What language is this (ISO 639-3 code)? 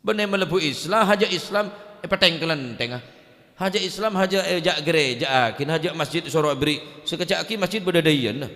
mad